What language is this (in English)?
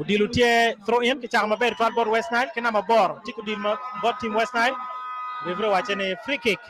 Acoli